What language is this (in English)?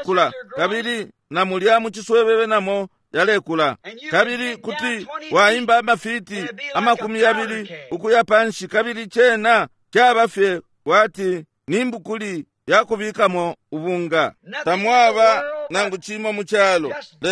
Bemba